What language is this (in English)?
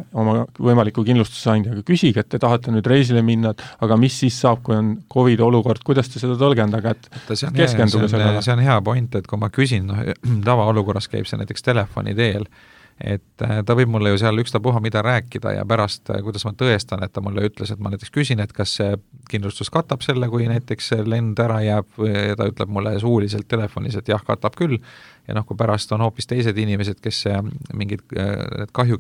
Estonian